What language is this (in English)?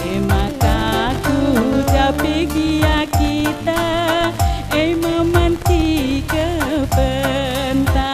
Batak Karo